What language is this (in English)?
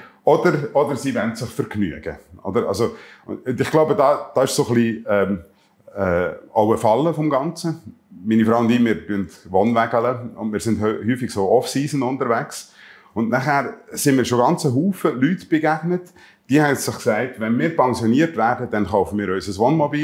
Swiss German